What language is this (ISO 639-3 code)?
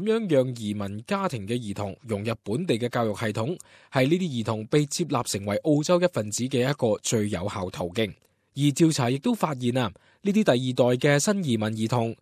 yue